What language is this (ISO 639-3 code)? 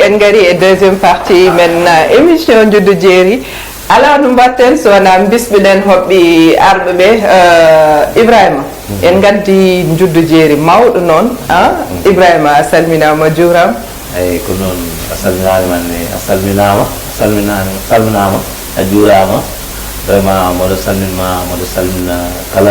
ful